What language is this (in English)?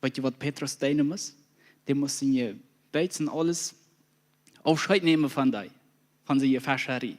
Plautdietsch